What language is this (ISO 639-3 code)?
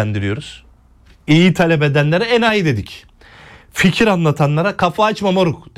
tur